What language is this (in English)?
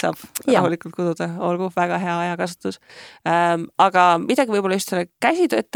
Estonian